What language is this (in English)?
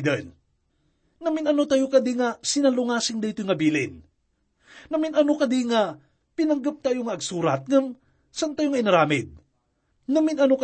Iloko